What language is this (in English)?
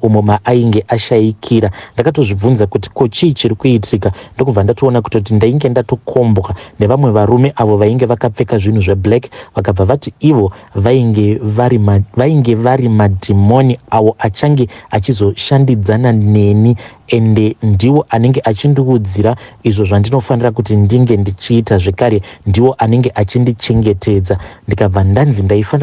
Shona